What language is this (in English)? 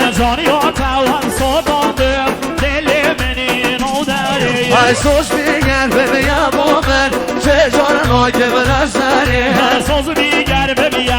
Kurdish